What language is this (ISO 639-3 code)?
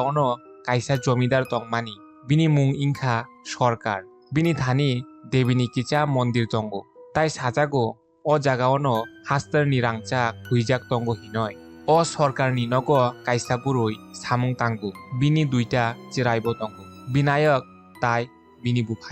trp